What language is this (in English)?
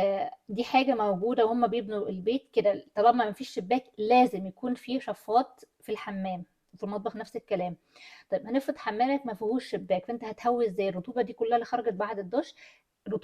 Egyptian Arabic